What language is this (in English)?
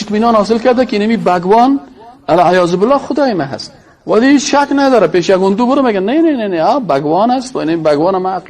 Persian